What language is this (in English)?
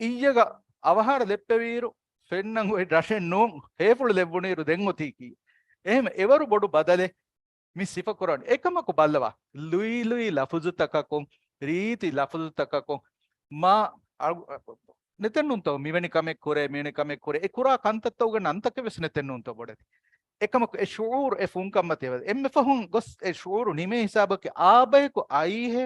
Divehi